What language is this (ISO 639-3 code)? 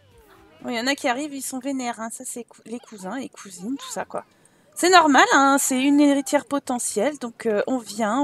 fra